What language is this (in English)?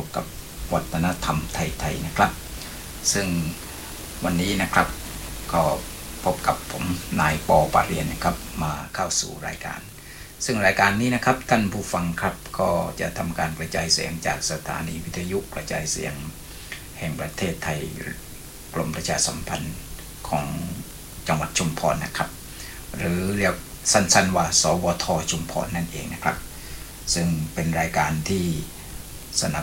Thai